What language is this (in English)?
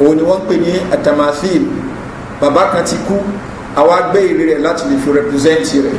Yoruba